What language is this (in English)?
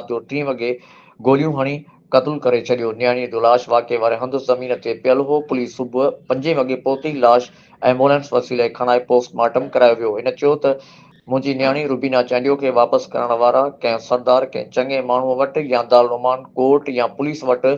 Sindhi